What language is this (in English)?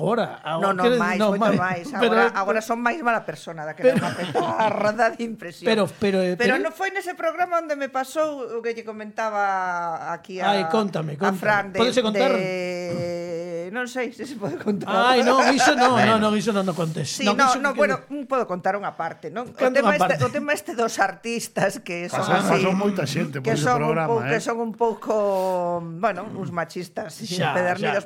Galician